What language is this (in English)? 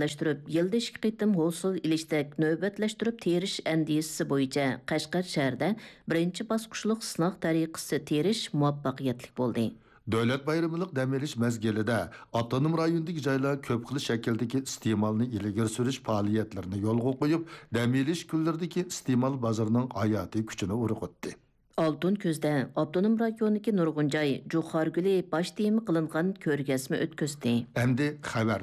Uyghur